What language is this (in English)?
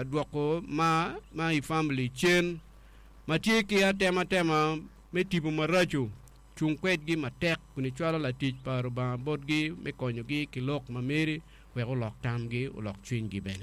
Acoli